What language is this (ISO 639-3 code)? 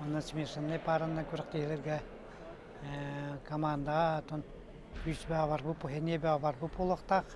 sah